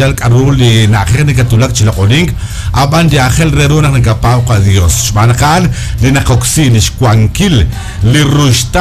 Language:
Kekchí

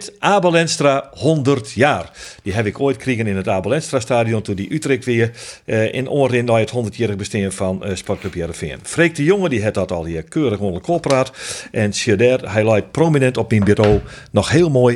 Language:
Western Frisian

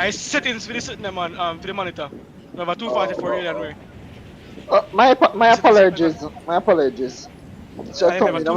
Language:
Jamaican Creole English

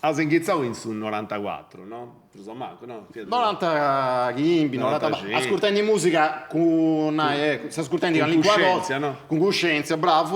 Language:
Sardinian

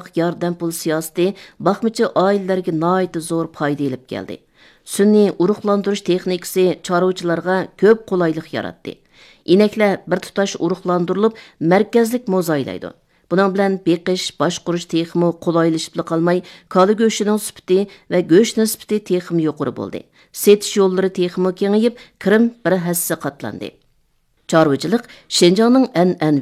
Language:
Uyghur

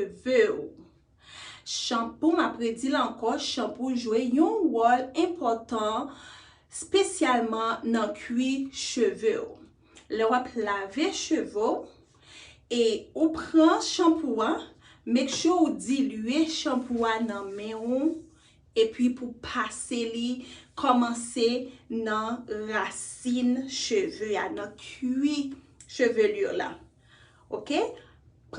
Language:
Haitian Creole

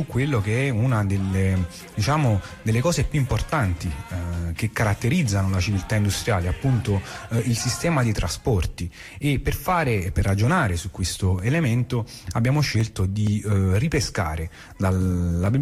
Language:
Italian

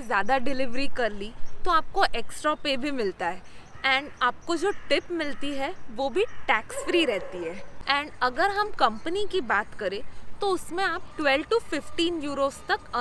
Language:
Hindi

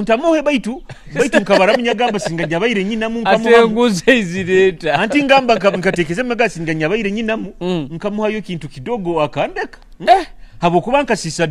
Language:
Nyoro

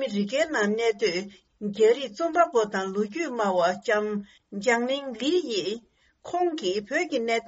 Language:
Tibetan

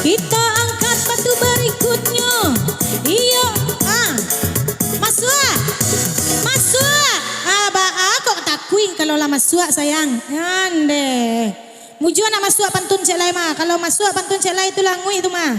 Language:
Minangkabau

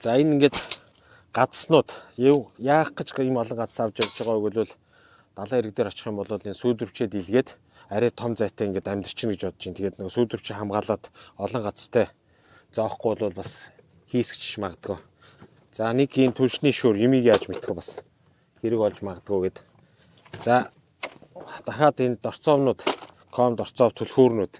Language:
Mongolian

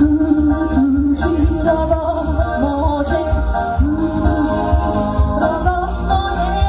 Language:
Konkani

